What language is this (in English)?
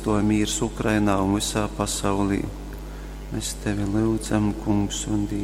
Latgalian